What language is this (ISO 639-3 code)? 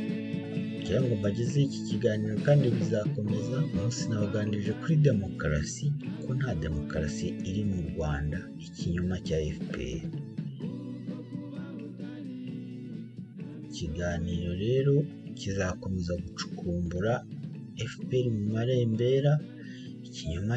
kin